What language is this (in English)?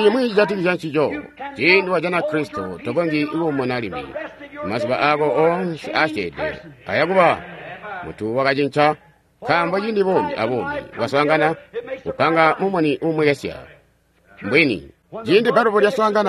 Tonga (Zambia)